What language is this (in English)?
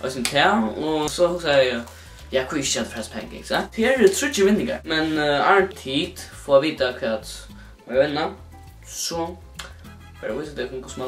Faroese